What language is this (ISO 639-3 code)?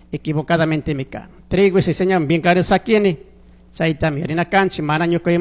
qug